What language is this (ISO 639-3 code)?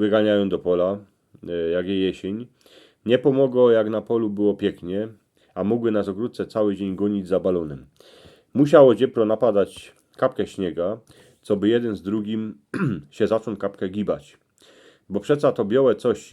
szl